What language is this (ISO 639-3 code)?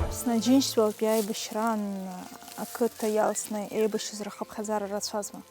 abk